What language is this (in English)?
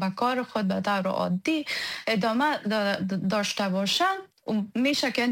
Persian